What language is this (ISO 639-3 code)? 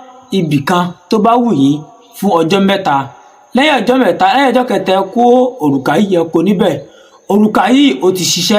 yor